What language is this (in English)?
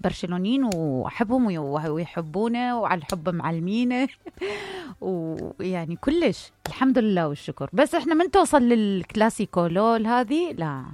Mesopotamian Arabic